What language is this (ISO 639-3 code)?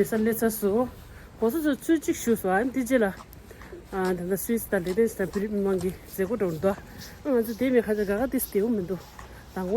bod